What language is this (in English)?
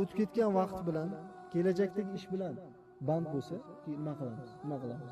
Uzbek